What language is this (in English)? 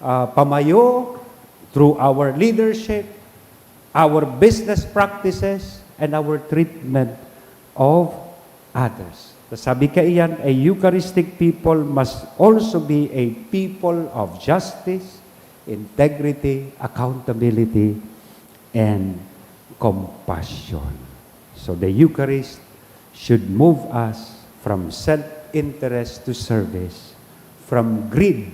Bikol